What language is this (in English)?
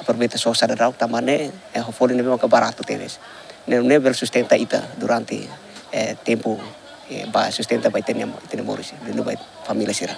Tetum